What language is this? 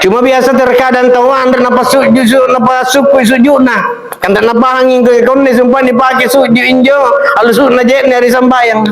Makasar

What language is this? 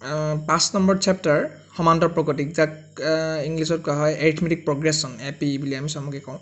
Assamese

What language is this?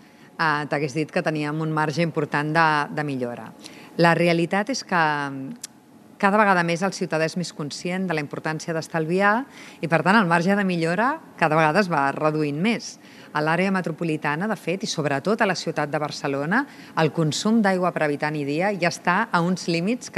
Catalan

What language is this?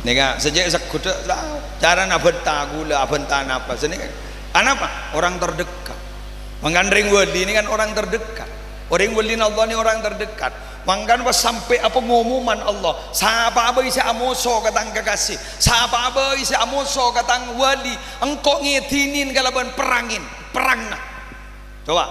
Madurese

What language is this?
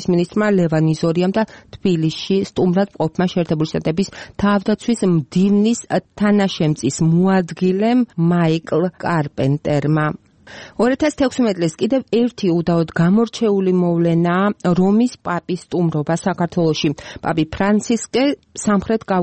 Georgian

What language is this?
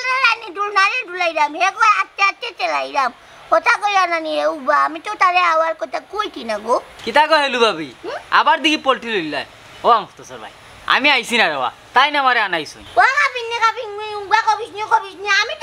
Sylheti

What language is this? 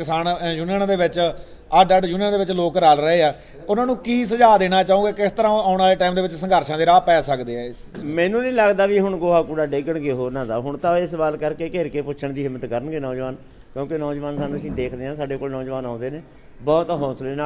Punjabi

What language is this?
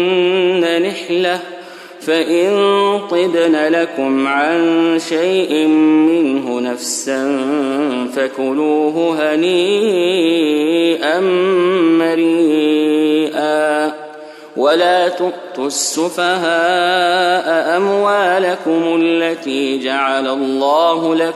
Arabic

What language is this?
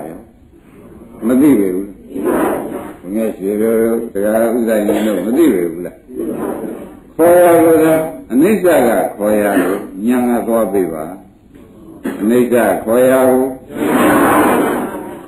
Burmese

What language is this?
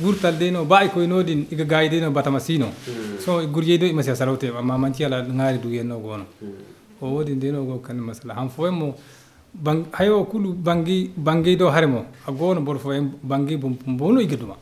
Zarma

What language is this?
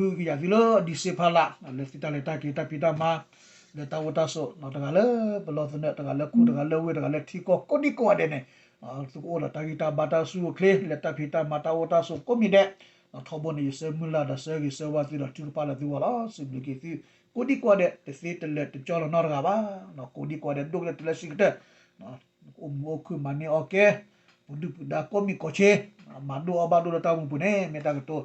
S'gaw Karen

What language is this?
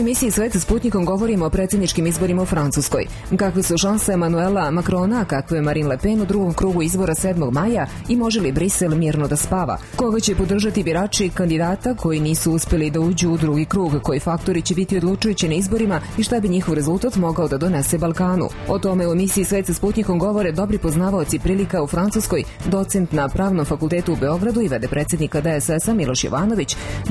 Serbian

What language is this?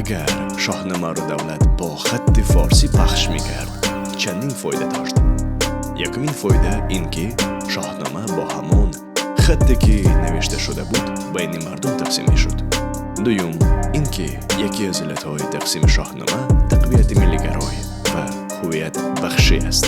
Tajik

